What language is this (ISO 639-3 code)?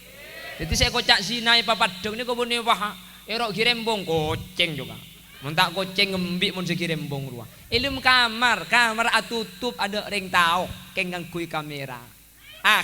mad